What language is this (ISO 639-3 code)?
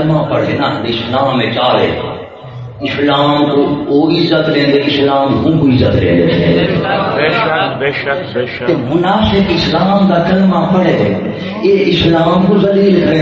skr